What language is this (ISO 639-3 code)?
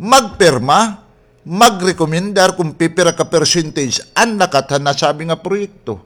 war